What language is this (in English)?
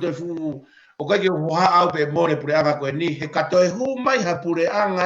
Tongan